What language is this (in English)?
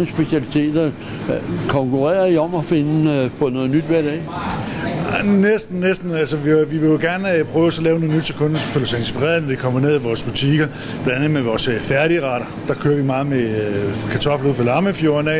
Danish